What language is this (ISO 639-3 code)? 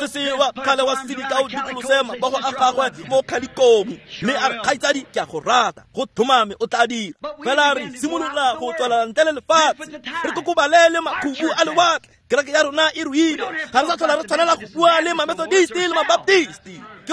tsn